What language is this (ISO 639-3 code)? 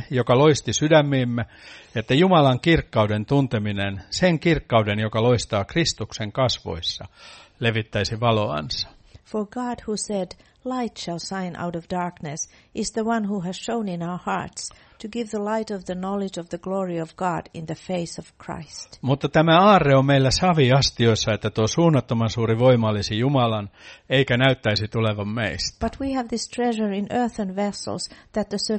fin